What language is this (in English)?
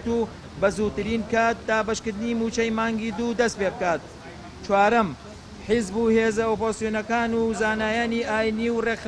Central Kurdish